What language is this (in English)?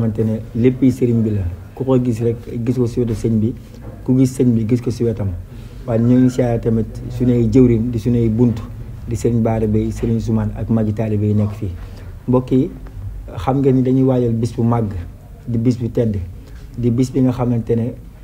Wolof